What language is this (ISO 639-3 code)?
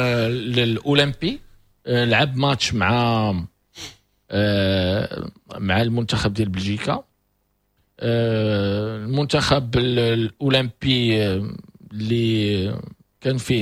ary